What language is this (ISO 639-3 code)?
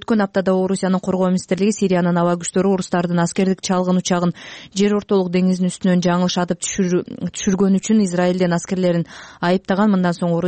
kir